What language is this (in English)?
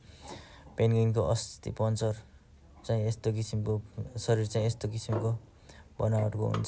Nepali